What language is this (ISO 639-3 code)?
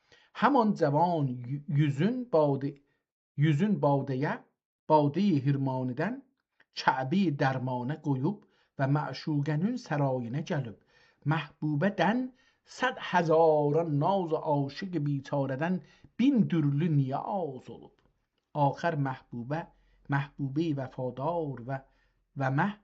azb